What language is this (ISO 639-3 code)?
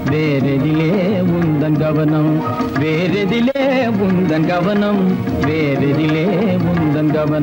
tam